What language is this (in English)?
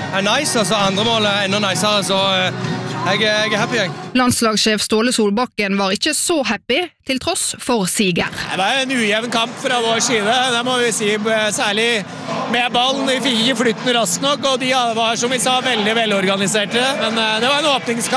Norwegian